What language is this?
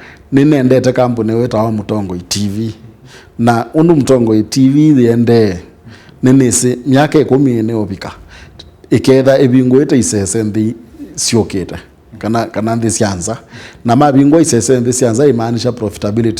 Kamba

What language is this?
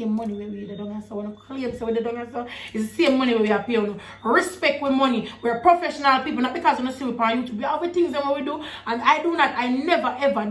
Jamaican Creole English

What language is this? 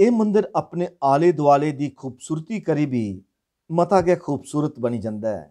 Dogri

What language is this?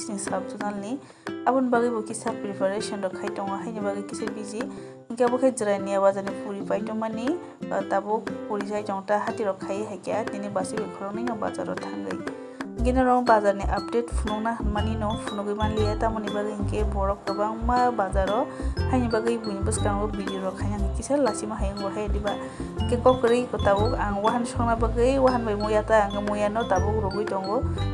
Kok Borok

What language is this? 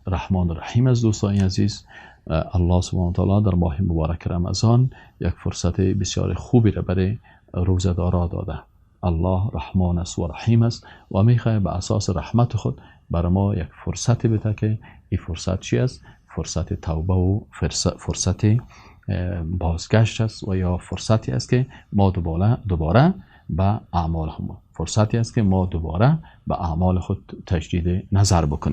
Persian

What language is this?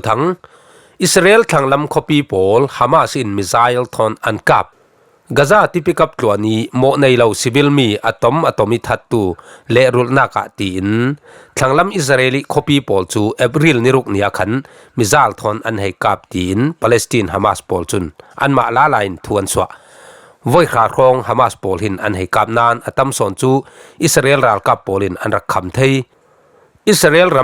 Falam Chin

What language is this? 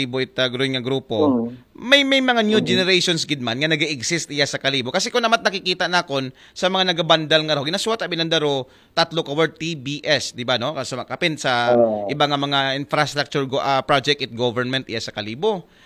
Aklanon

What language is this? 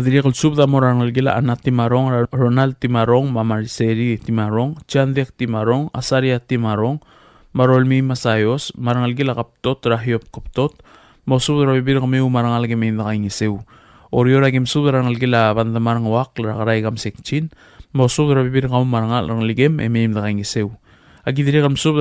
Palauan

